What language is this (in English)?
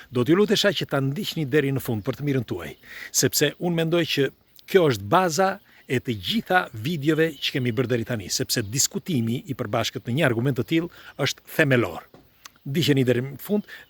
Albanian